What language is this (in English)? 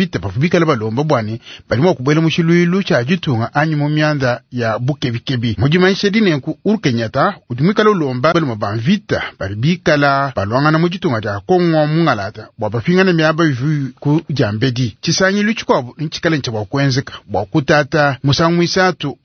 Luba-Lulua